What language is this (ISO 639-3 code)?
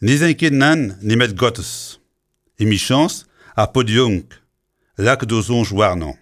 bre